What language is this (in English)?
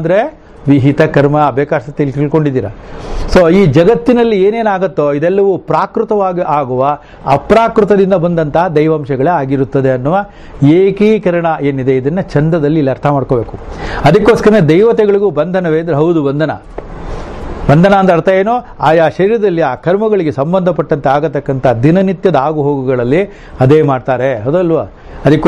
Kannada